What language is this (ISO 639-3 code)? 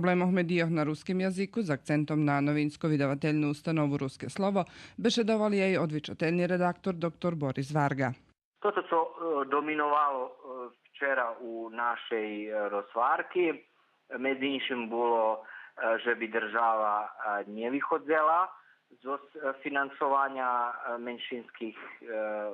rue